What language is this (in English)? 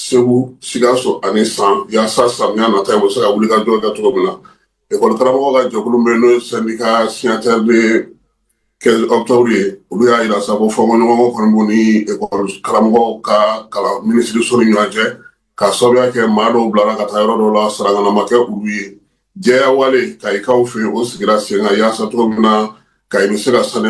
Bambara